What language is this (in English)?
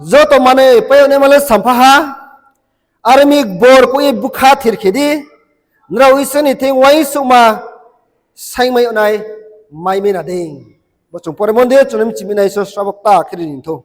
Riang (India)